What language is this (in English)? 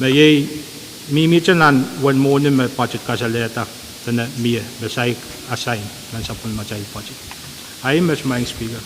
Pohnpeian